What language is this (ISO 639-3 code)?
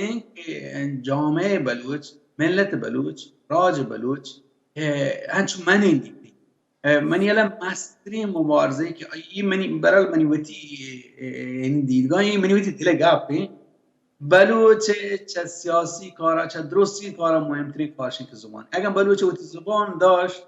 bal